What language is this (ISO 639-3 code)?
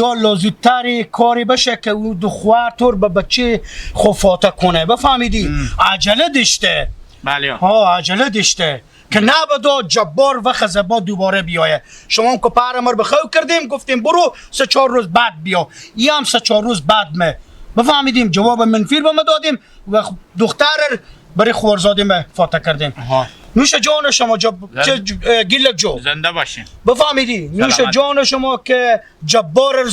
haz